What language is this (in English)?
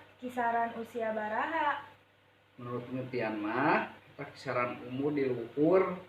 Sundanese